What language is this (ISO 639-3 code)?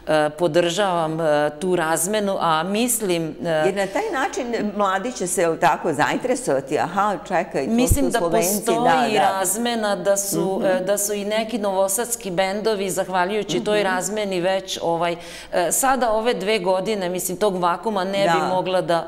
srp